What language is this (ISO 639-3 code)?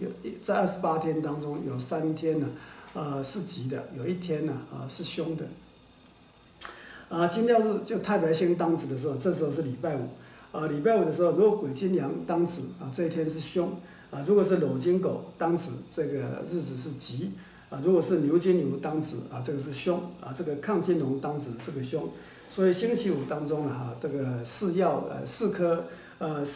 zho